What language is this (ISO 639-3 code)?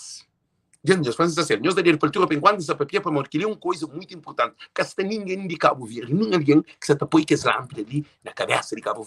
kea